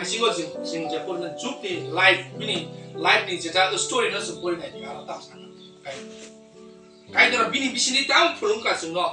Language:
Kok Borok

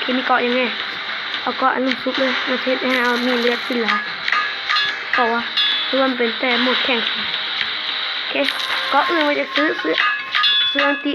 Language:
Lao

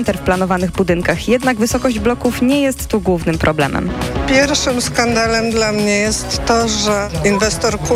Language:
Polish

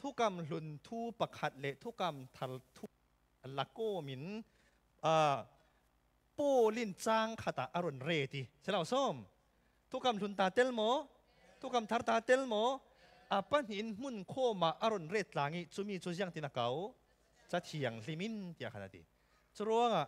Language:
Falam Chin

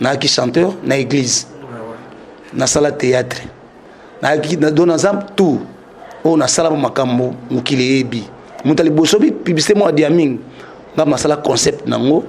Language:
Lingala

